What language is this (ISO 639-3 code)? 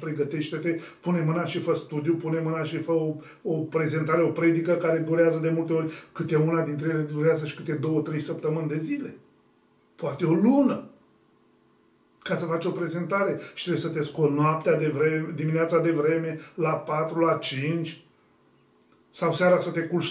ron